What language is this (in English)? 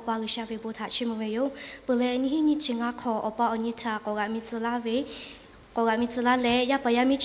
Lahu